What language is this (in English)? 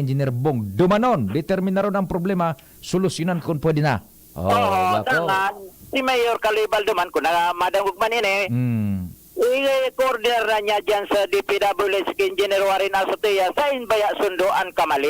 Bikol